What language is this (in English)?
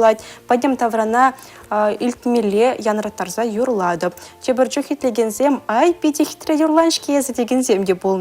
Chuvash